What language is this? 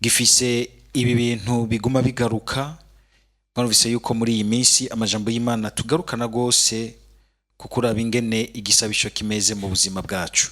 Rundi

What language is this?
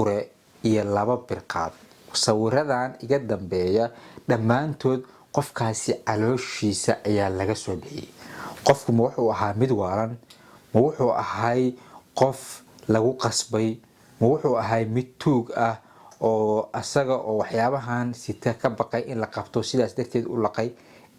Somali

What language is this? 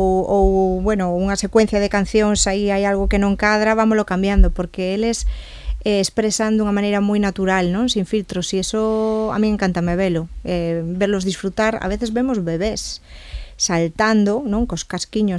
Galician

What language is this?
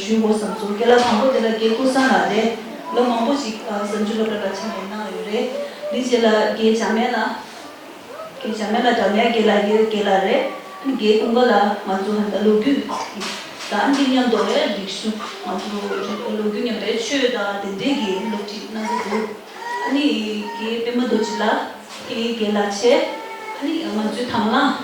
Tibetan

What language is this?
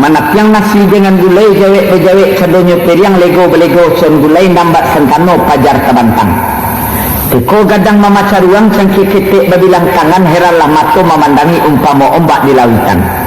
Minangkabau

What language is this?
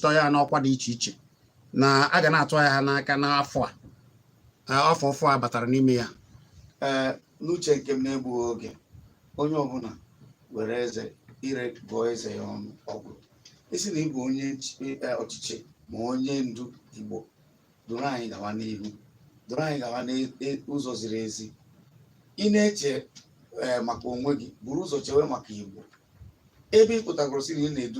Igbo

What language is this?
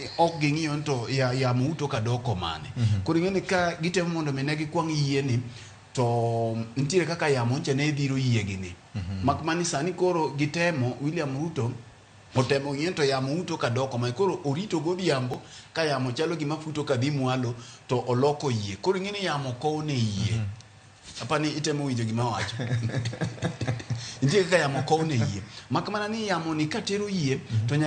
Luo (Kenya and Tanzania)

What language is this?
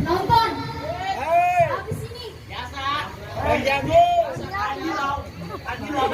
Betawi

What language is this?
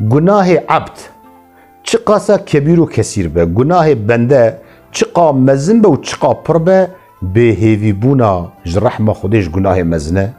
Kurdish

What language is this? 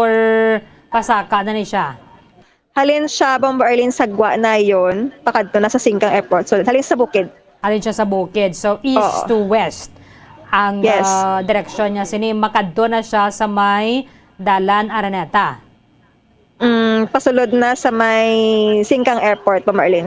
Hiligaynon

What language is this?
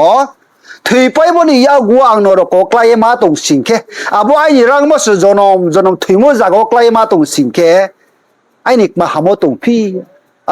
Riang (India)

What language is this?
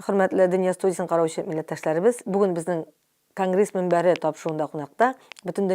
Tatar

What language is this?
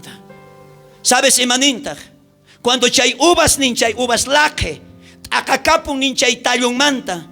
South Bolivian Quechua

